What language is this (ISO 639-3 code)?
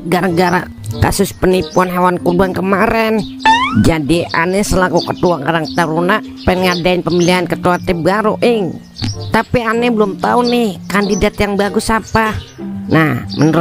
bew